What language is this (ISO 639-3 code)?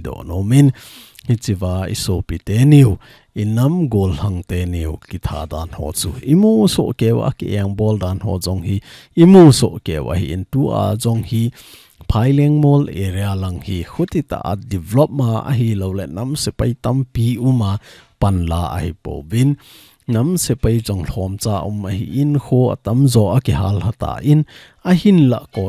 tcz